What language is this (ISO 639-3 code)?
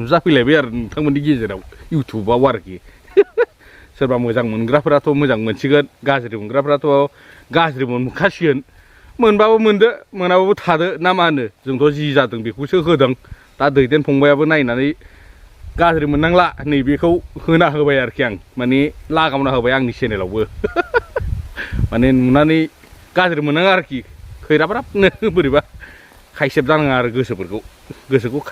brx